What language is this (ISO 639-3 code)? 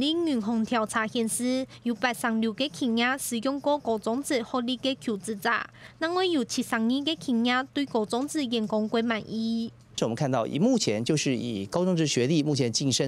hak